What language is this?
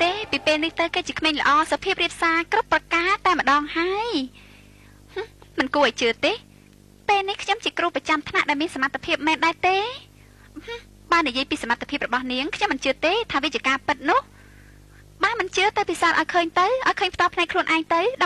Khmer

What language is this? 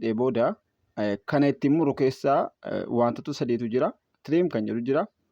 Oromo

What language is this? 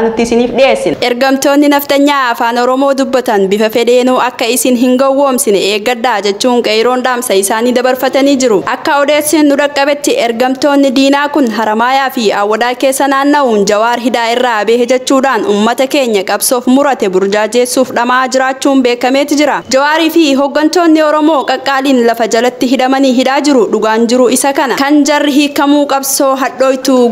Oromo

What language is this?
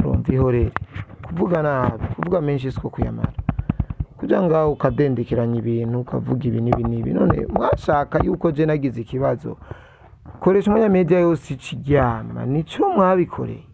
Rundi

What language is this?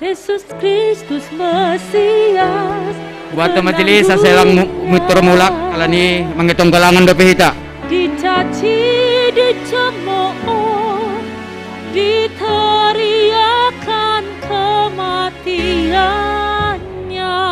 Batak Simalungun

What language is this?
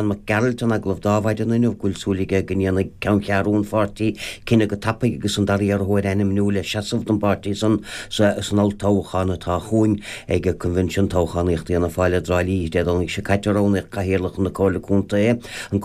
Irish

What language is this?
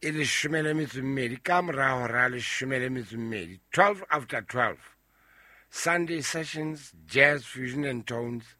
Southern Sotho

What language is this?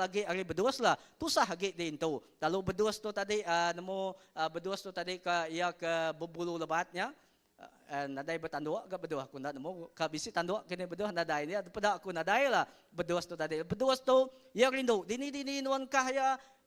Iban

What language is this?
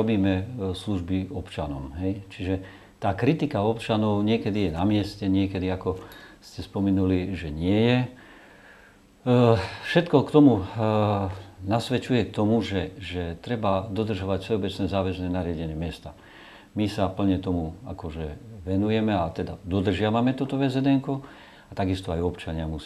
Slovak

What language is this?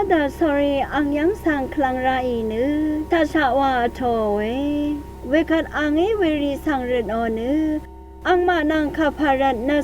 Rawang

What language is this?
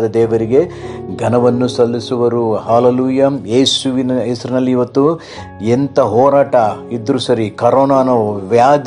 Kannada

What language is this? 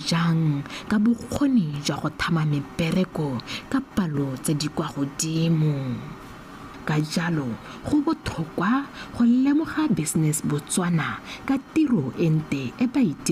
Tswana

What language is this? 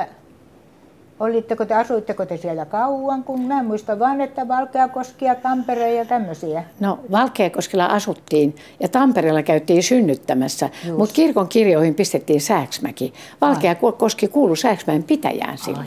Finnish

